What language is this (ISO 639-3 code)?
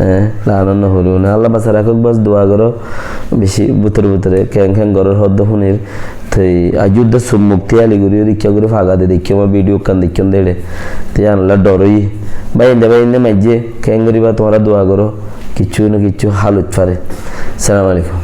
rhg